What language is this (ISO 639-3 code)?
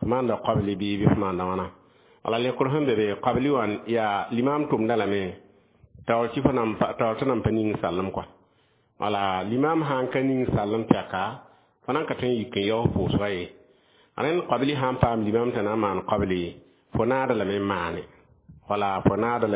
mos